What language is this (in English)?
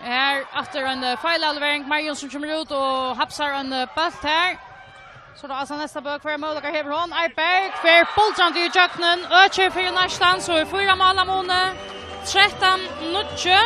Faroese